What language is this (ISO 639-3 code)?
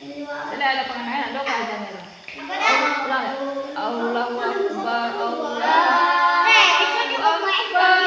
min